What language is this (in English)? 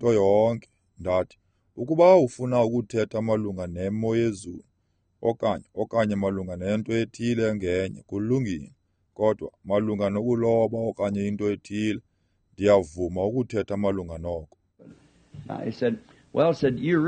Xhosa